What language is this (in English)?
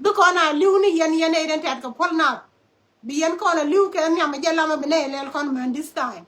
Nuer